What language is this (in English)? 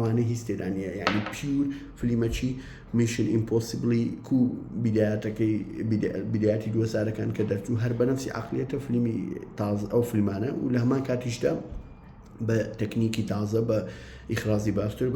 Central Kurdish